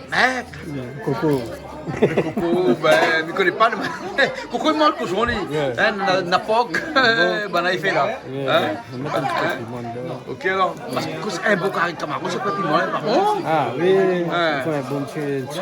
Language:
Réunion Creole French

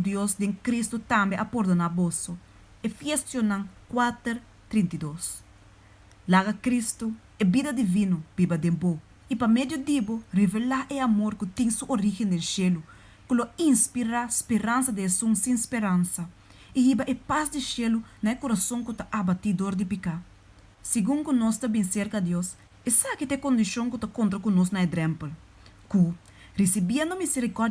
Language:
Papiamento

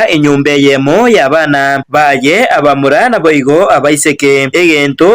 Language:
Gusii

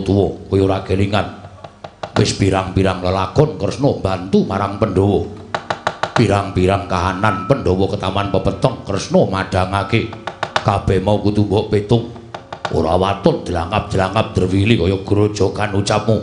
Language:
Javanese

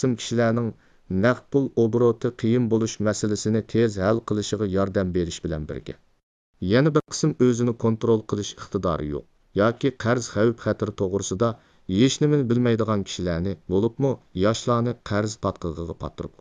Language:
Uyghur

